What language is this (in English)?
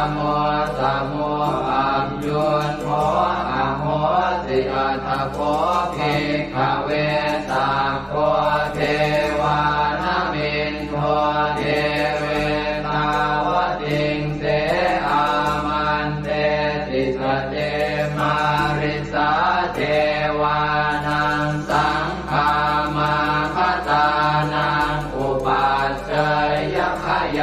Pali